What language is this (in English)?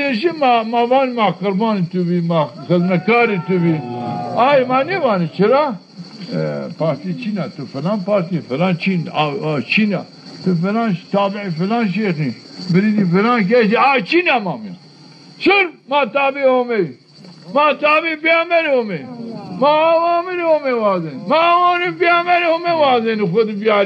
Zaza